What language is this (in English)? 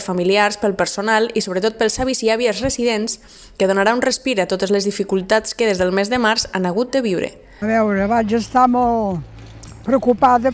Catalan